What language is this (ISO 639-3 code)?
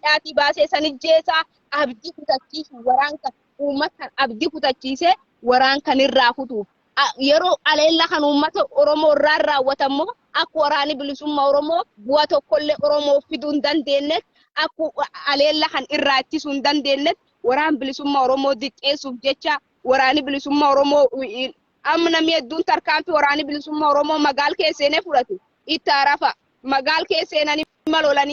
orm